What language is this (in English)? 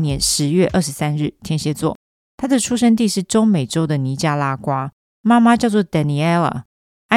Chinese